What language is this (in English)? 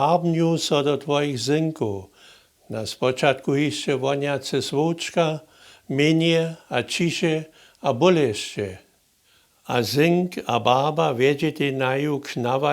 Upper Sorbian